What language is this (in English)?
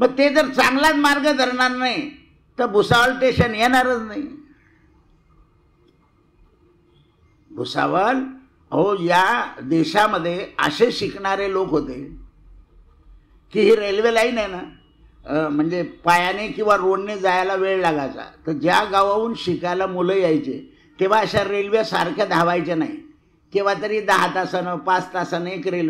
Marathi